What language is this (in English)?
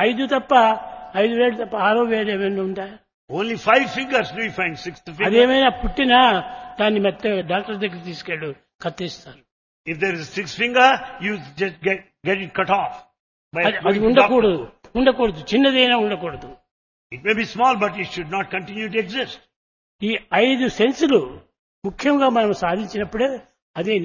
Telugu